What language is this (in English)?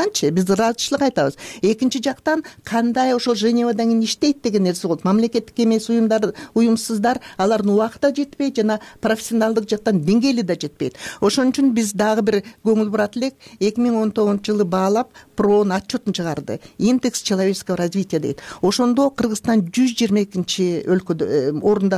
Kyrgyz